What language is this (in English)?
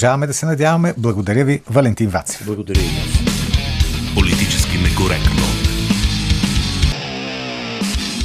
Bulgarian